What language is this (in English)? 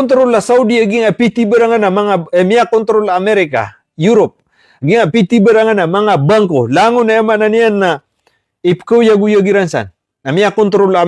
Maranao